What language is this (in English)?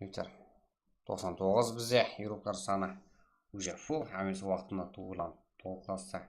Kara-Kalpak